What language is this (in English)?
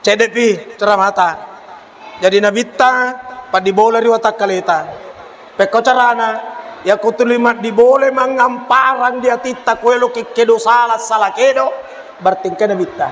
Buginese